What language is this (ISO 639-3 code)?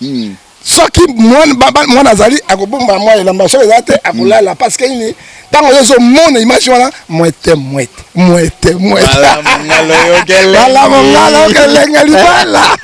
lin